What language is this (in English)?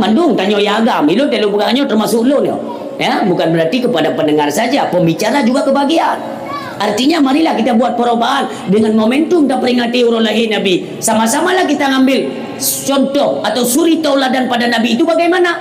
Achinese